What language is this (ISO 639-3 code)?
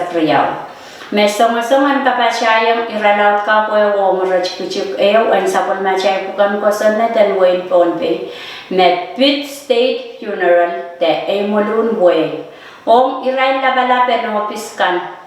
pon